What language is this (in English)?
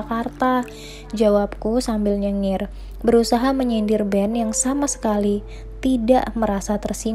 Indonesian